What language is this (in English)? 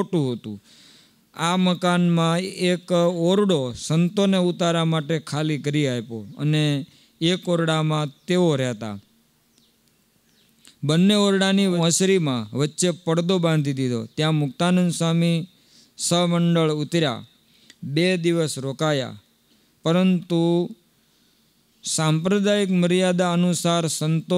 Gujarati